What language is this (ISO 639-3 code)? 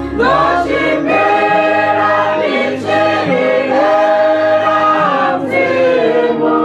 ven